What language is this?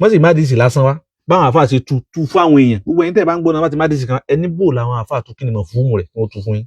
Yoruba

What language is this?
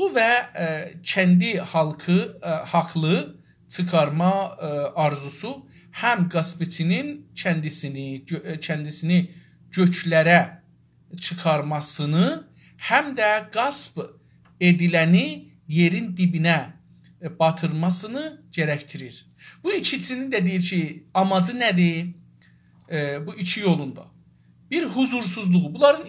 South Azerbaijani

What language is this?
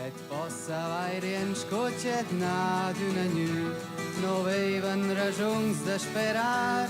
Romansh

